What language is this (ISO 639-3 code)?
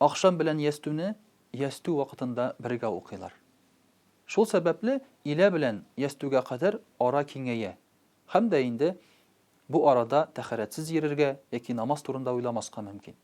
tat